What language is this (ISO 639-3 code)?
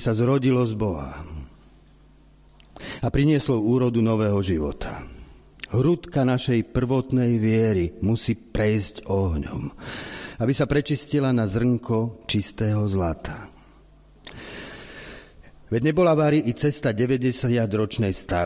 slk